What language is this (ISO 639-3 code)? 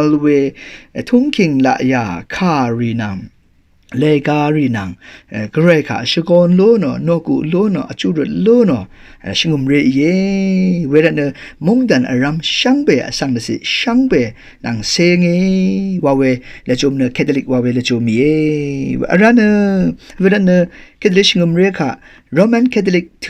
raw